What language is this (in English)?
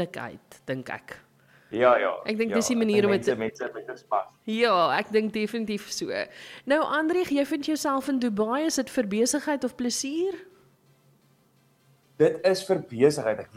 Afrikaans